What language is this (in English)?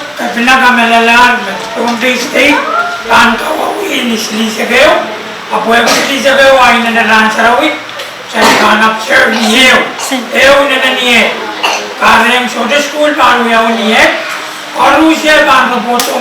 Pohnpeian